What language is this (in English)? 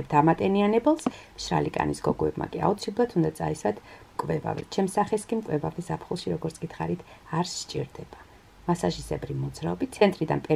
Georgian